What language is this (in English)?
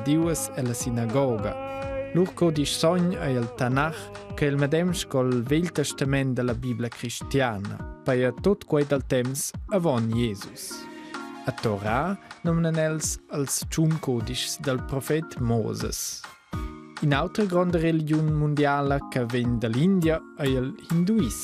Romansh